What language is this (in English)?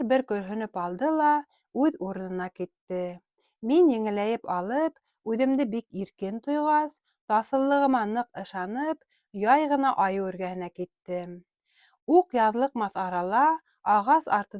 Bashkir